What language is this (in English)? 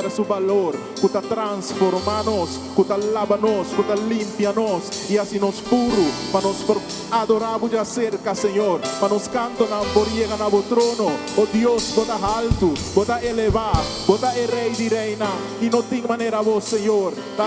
Papiamento